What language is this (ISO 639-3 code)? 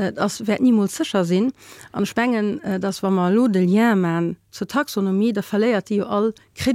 ltz